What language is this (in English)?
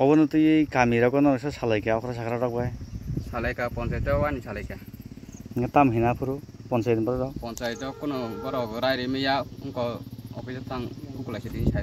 Kok Borok